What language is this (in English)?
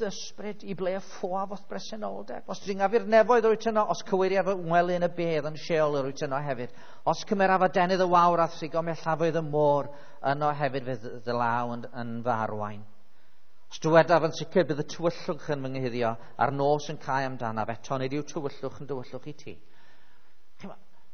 Welsh